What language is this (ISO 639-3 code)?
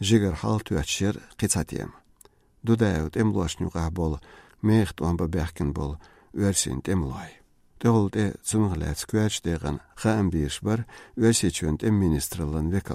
che